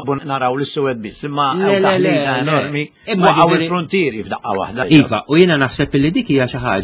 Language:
Maltese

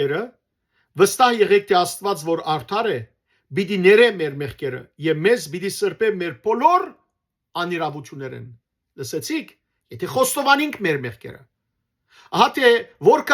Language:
Western Armenian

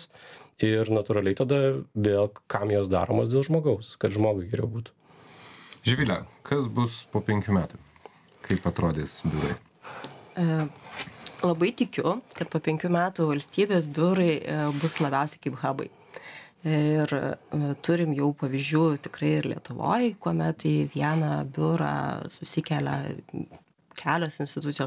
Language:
Lithuanian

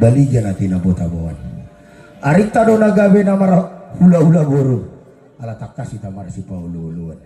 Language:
Batak Toba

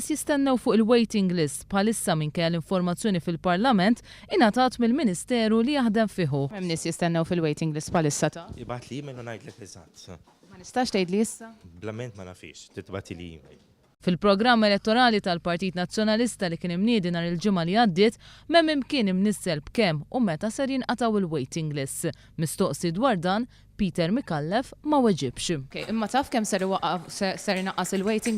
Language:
Maltese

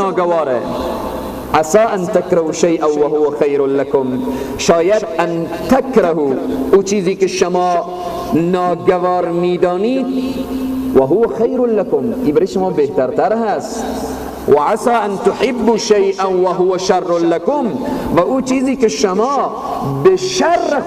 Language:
Persian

